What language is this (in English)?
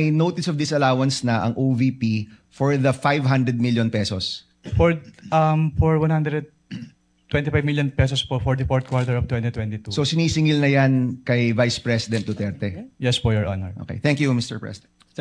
Filipino